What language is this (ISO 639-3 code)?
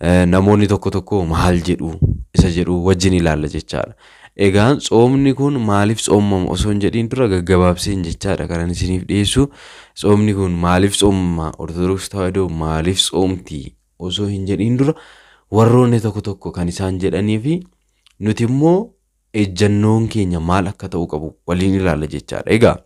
orm